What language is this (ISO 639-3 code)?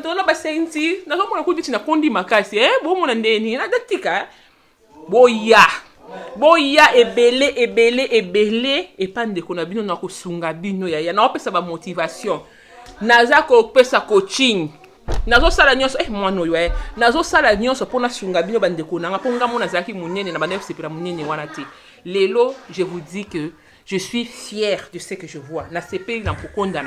lin